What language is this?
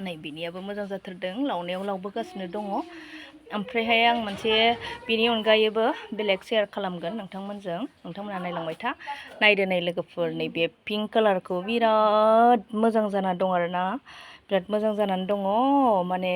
Bodo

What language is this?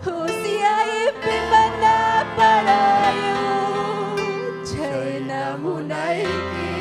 Ayacucho Quechua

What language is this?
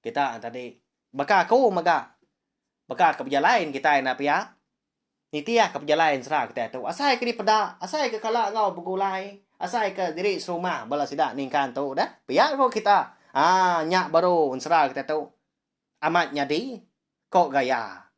Iban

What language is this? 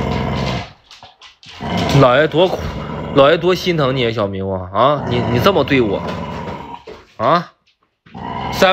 Chinese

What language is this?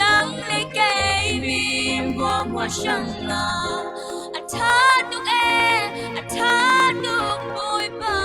Falam Chin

